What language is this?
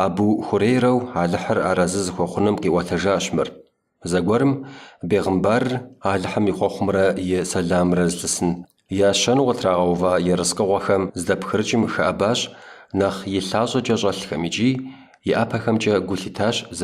Kabardian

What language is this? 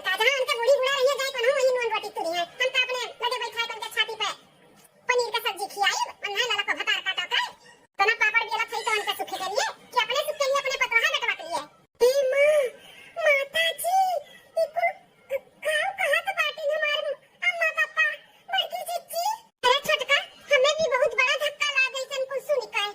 Awadhi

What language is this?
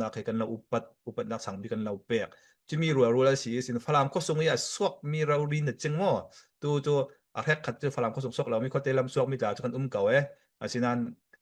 Falam Chin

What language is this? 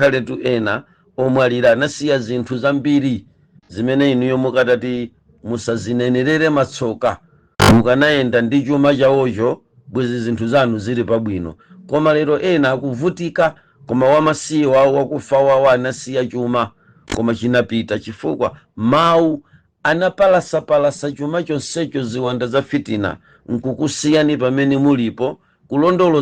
Nyanja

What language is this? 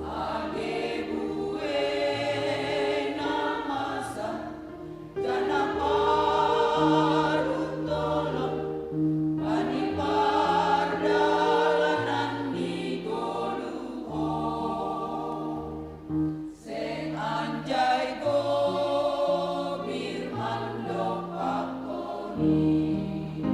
Batak Simalungun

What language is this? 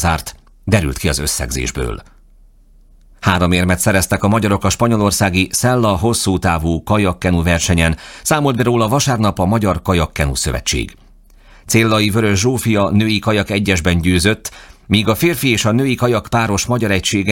Hungarian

